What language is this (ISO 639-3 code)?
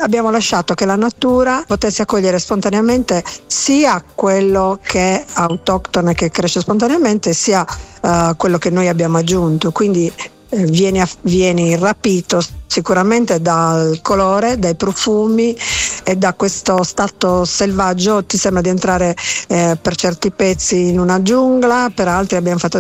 ita